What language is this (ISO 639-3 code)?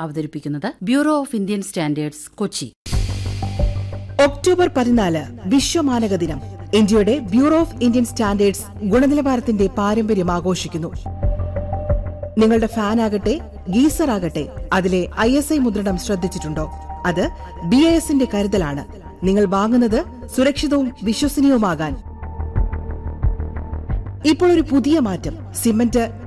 mal